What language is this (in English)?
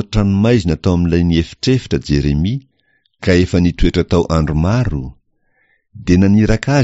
Malagasy